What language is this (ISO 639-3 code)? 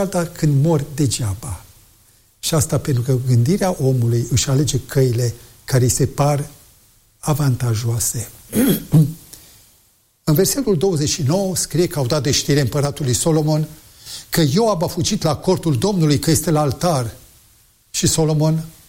ron